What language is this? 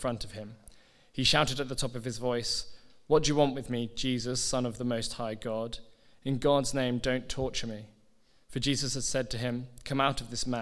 English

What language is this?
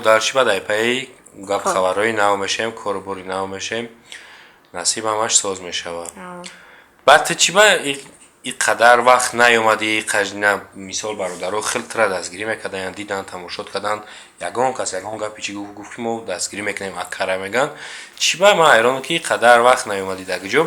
Tajik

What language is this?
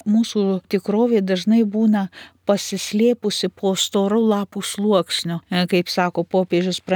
Lithuanian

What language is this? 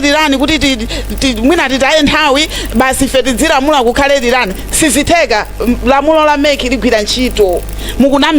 Nyanja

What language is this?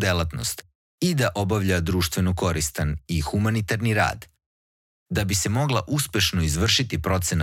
Serbian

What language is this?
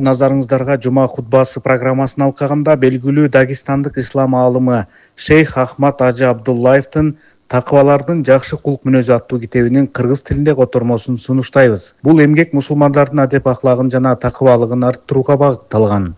Kyrgyz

